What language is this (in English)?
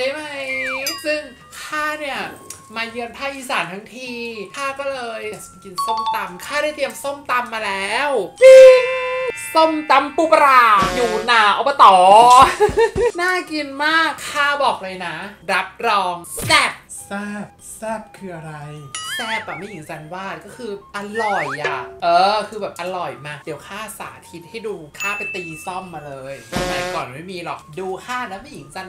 Thai